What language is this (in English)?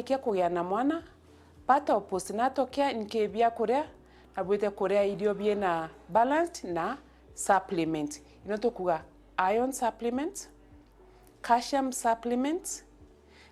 Meru